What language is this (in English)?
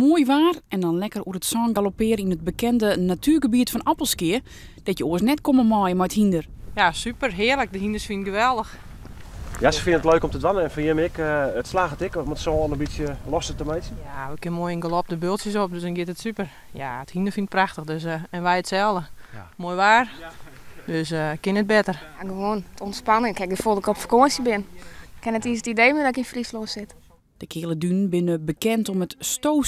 Western Frisian